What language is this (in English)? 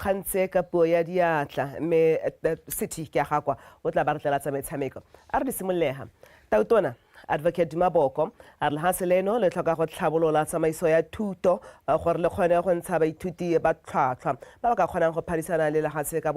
Tswana